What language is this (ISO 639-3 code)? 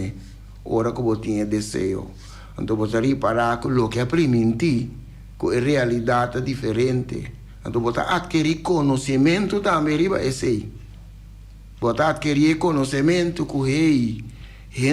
pap